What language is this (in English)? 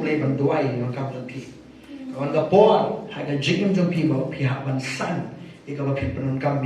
Khasi